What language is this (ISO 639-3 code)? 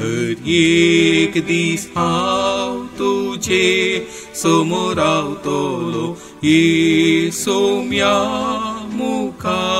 kok